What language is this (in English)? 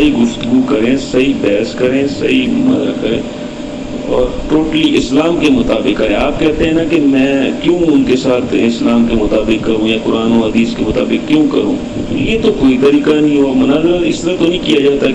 Urdu